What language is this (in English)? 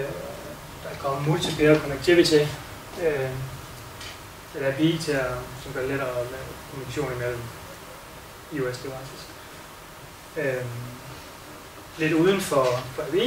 Danish